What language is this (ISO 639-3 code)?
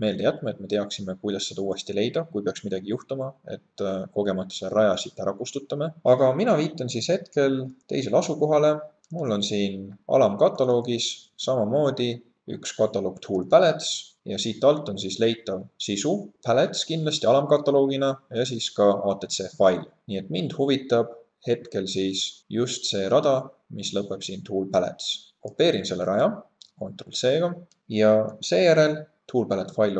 est